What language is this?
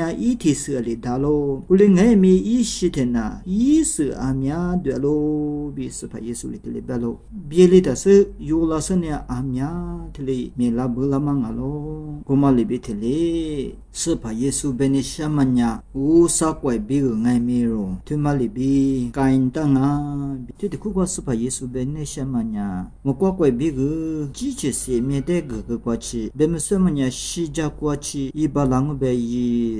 Lisu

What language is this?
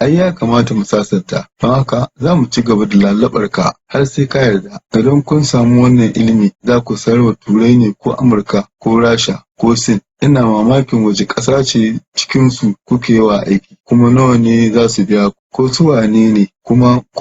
Hausa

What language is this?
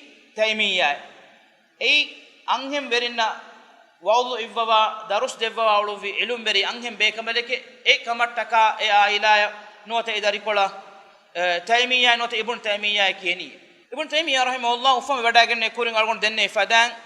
Divehi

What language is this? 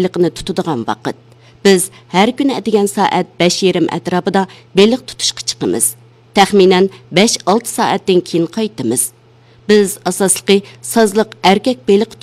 Uyghur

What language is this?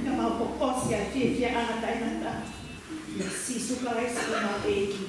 Tongan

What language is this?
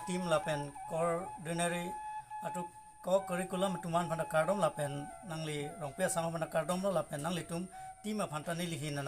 Karbi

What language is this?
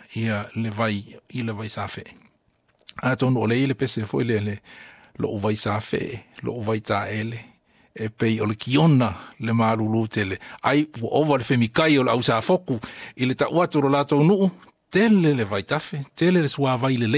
Samoan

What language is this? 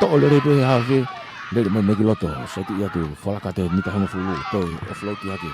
Tongan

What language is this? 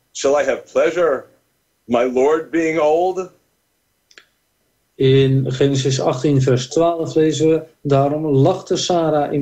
Dutch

